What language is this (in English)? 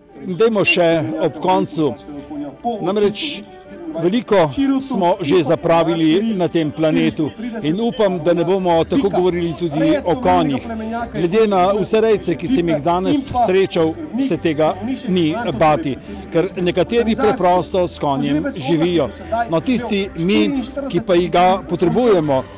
Slovenian